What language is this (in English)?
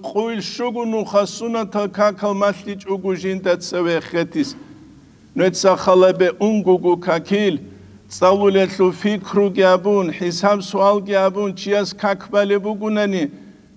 Avaric